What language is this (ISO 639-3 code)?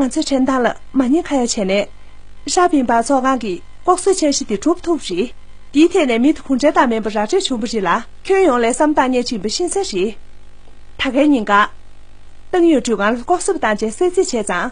bod